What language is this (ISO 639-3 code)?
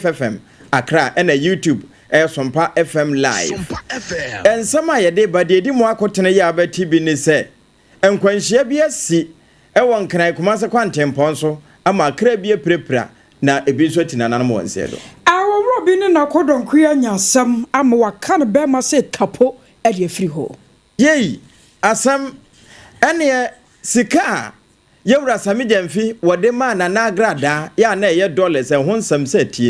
aka